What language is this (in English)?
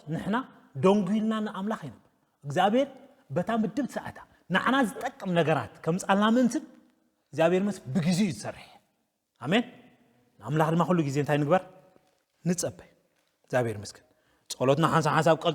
Tigrinya